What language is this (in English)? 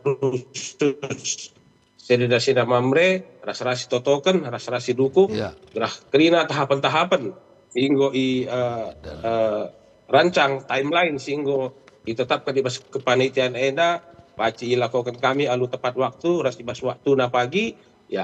Batak Karo